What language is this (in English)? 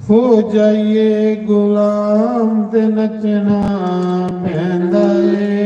Dogri